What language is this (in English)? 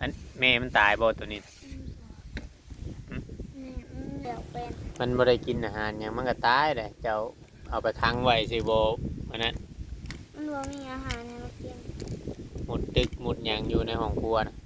Northeastern Thai